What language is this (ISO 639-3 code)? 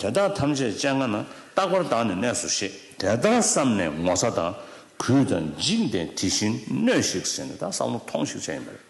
bod